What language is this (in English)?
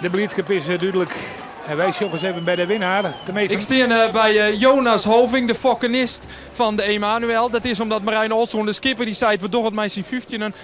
Western Frisian